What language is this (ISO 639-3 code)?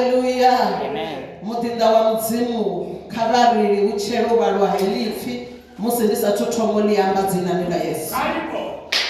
ven